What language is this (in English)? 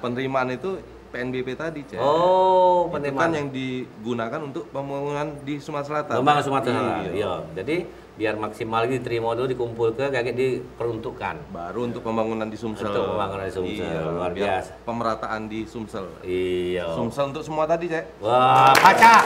Musi